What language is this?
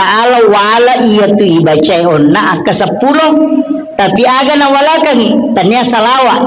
Buginese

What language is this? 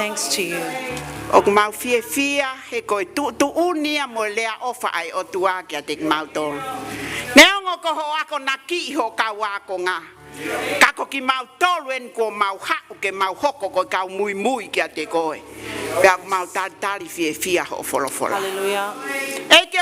Tongan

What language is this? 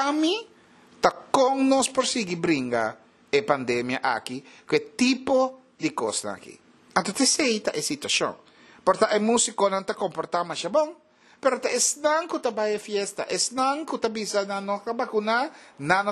Papiamento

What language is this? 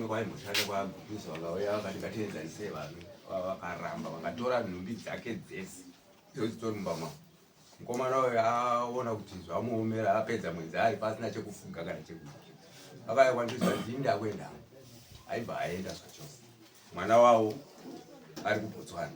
Shona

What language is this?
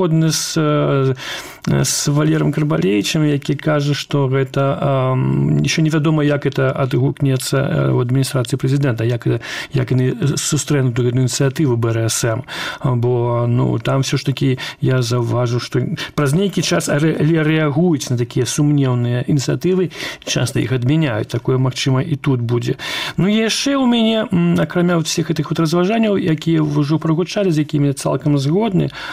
Belarusian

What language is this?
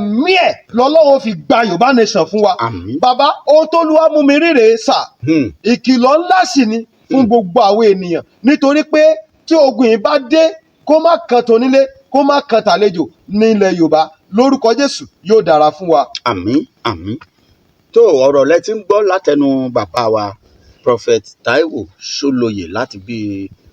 Yoruba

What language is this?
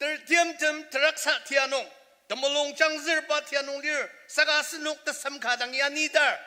Ao Naga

